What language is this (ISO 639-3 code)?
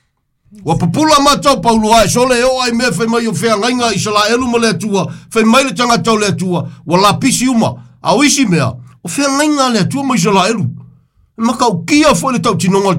smo